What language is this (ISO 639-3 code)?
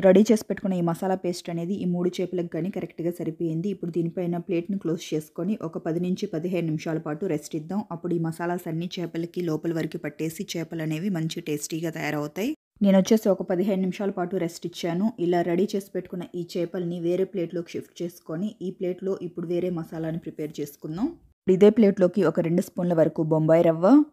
tel